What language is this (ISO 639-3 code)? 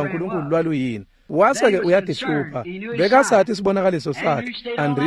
ssw